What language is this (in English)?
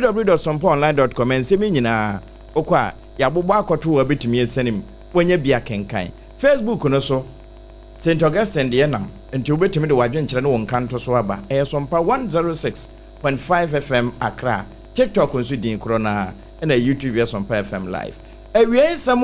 Akan